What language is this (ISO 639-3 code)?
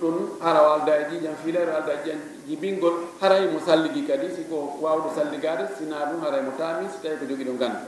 ful